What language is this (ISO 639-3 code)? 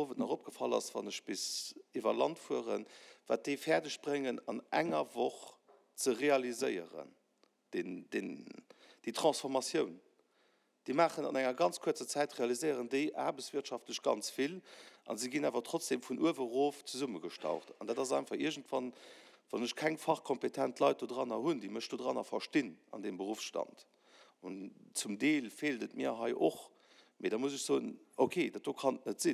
ltz